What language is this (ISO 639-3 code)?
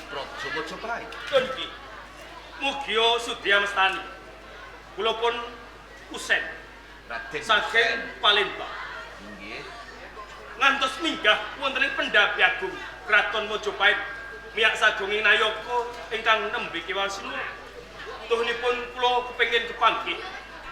jav